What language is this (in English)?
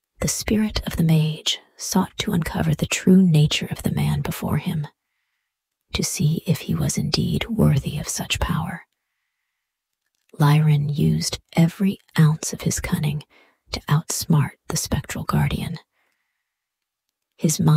English